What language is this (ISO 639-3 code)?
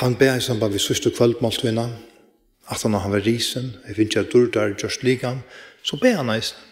fao